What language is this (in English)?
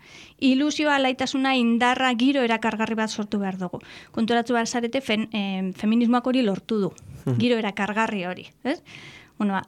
Basque